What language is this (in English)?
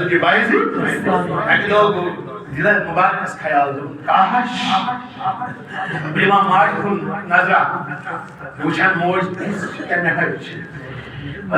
Kashmiri